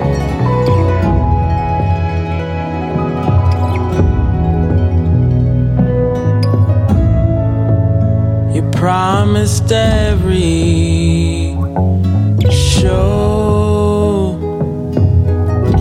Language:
Basque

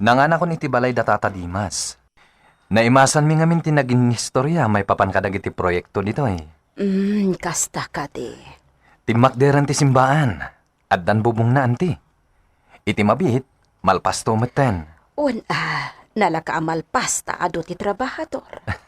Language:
Iloko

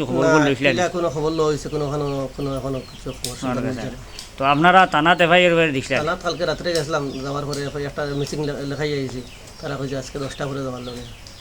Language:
Sylheti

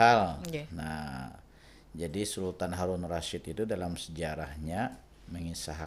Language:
Banjar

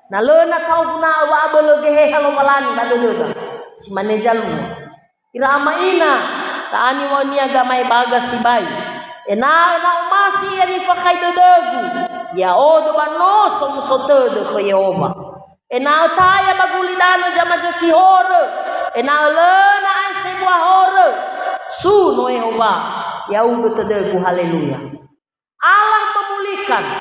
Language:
Nias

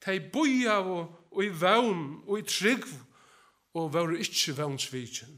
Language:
Faroese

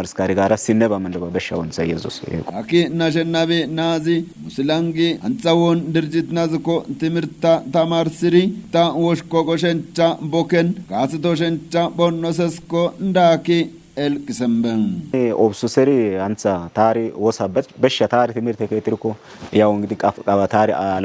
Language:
Kafa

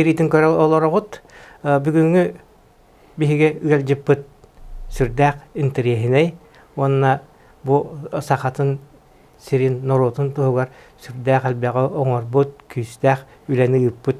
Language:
Yakut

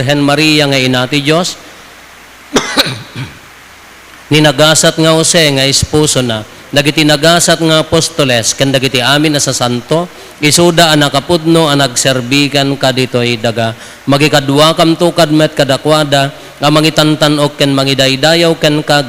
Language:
Iloko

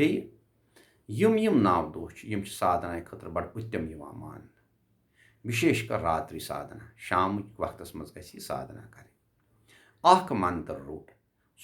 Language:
Kashmiri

